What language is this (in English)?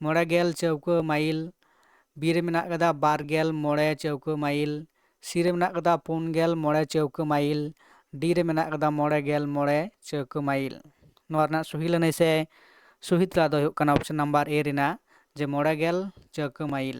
Santali